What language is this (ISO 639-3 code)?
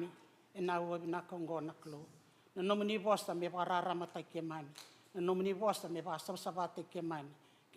fij